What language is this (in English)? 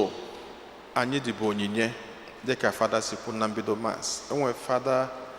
Igbo